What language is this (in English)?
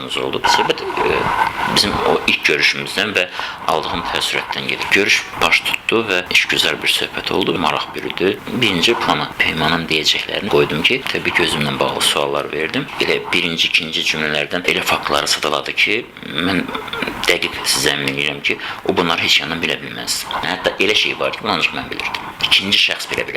Azerbaijani